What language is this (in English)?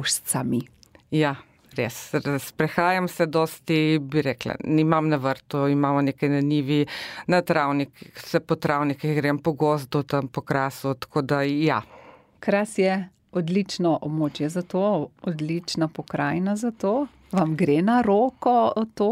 Slovenian